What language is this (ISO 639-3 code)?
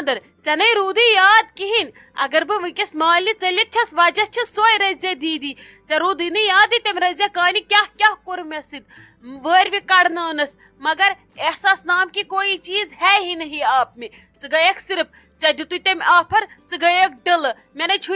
kas